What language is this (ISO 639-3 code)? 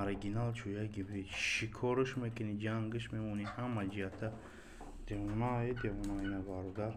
tgk